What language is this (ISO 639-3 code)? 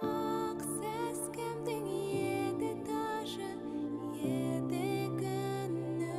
bak